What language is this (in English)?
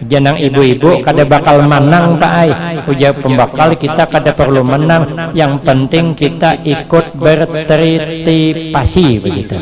Banjar